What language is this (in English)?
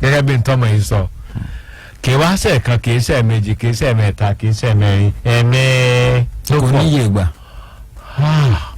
Yoruba